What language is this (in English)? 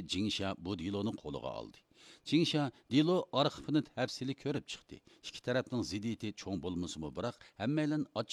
Uyghur